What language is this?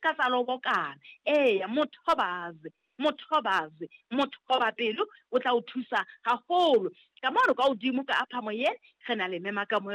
Southern Sotho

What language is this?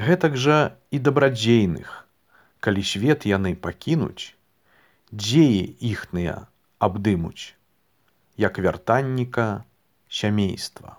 Belarusian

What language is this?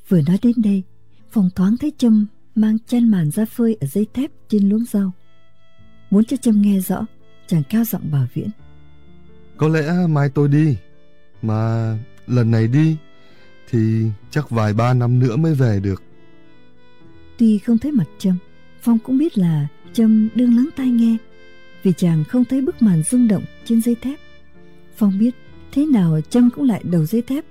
Vietnamese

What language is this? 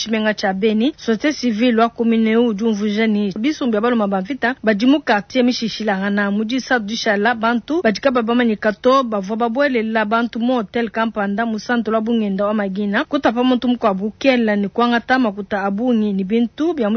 Luba-Lulua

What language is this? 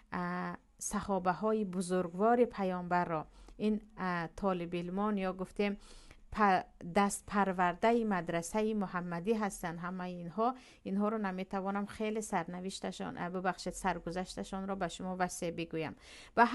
Tajik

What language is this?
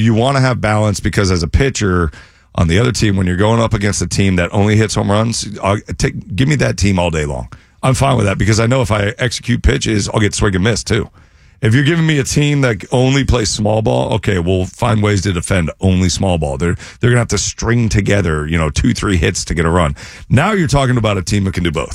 English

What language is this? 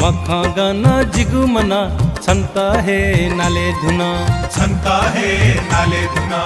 Newari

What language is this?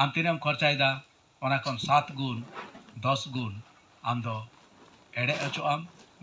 Santali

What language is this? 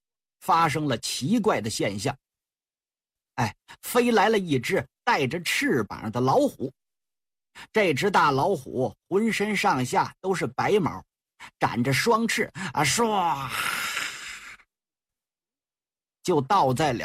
Chinese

